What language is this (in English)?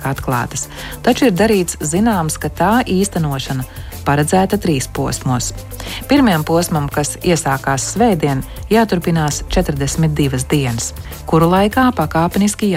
Latvian